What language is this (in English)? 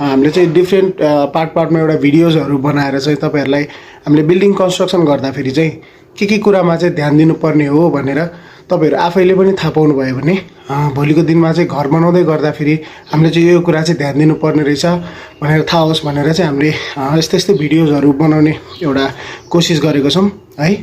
Nepali